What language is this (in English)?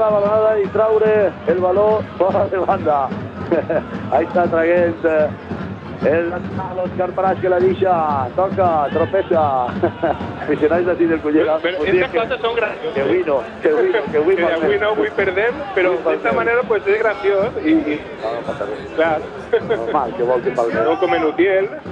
Catalan